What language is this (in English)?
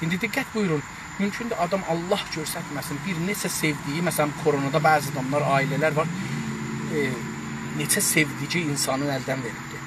South Azerbaijani